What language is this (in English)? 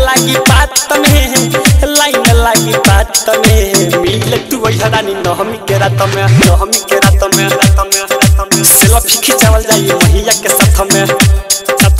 Bhojpuri